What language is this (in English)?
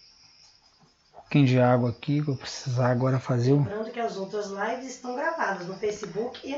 Portuguese